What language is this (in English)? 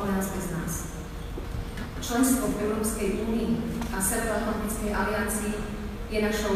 Slovak